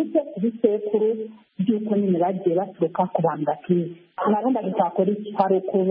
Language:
Kinyarwanda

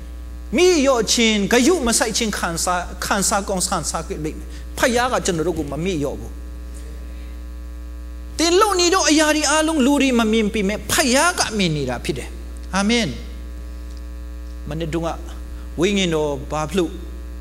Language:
Burmese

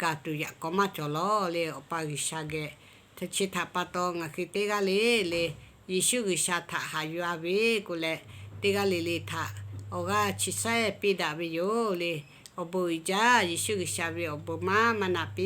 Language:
Lahu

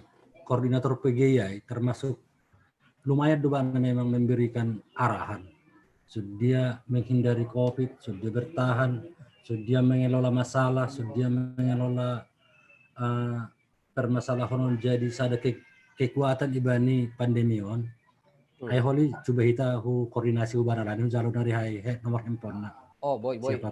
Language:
Batak Simalungun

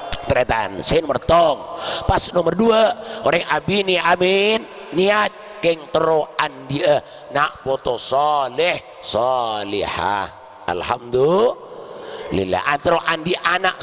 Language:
Madurese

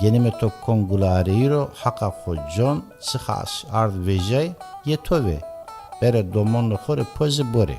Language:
Zaza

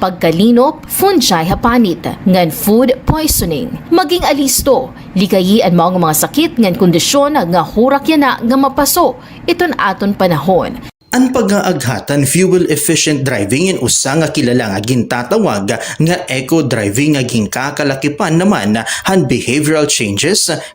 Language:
Waray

